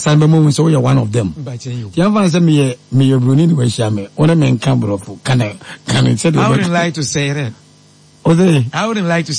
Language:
Akan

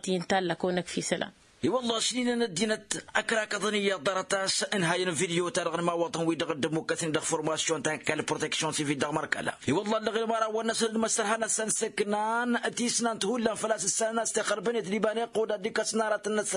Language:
Tamasheq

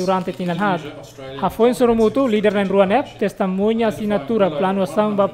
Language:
Tetum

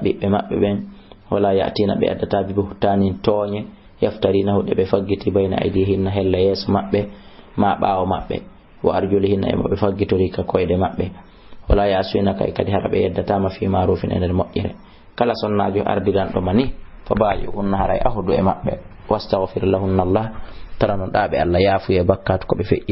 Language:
Fula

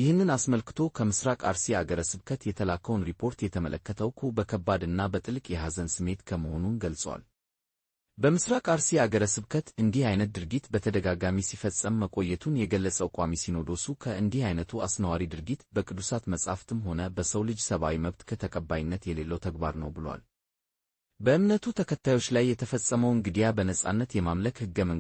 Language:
Amharic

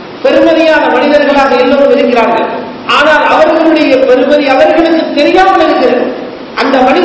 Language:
Tamil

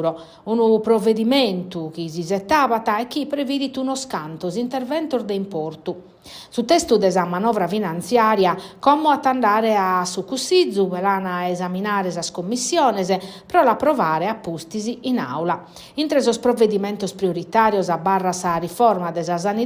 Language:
Sardinian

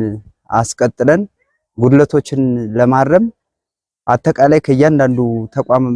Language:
Amharic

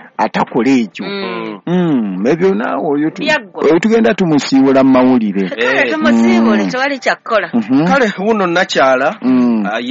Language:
Ganda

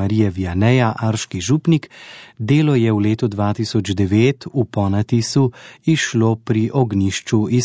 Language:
Slovenian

